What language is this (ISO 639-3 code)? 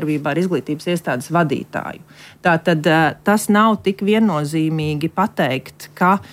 lav